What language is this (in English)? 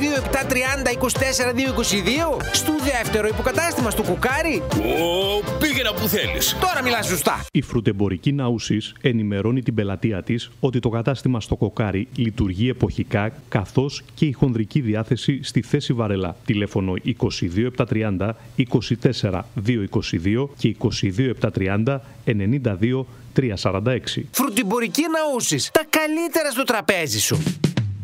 Greek